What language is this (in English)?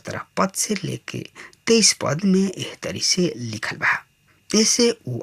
Bhojpuri